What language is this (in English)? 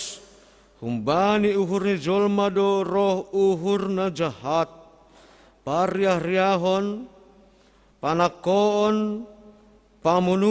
Batak Simalungun